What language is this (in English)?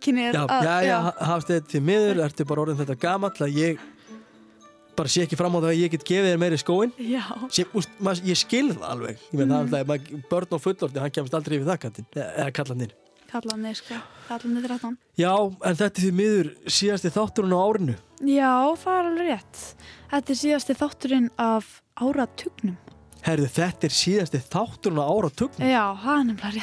Icelandic